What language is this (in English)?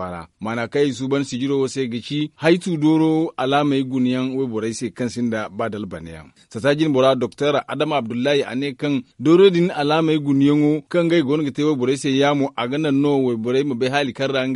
Zarma